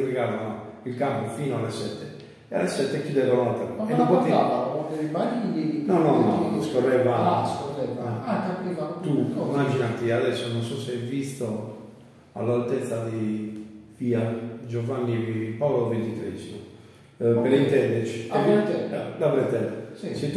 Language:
Italian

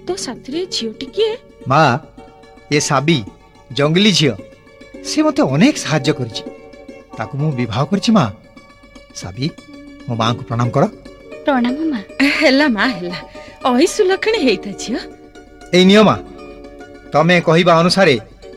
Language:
Odia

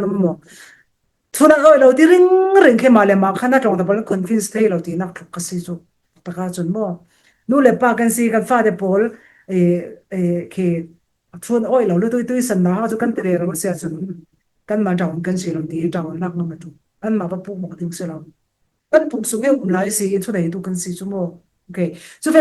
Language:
Falam Chin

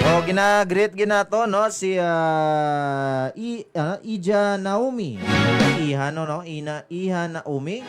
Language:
Hiligaynon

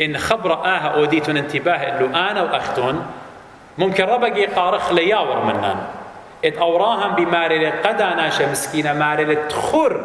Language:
Assyrian Neo-Aramaic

